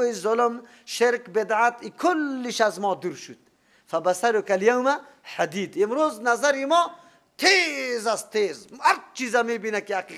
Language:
Persian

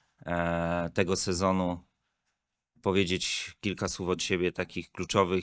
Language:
Polish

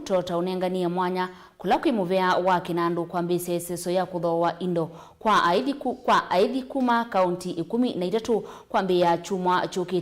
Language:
Kamba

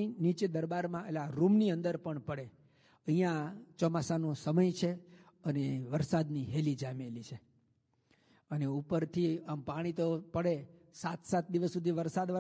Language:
Gujarati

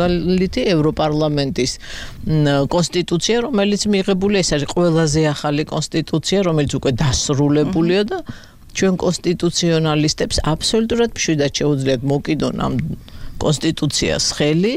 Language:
Georgian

